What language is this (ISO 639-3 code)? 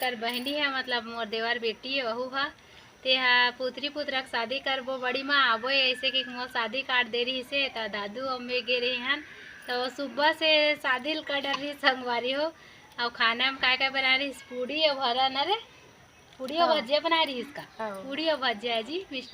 hne